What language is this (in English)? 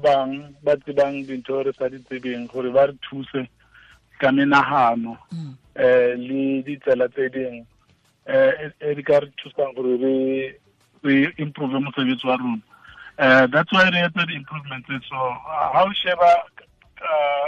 Tswana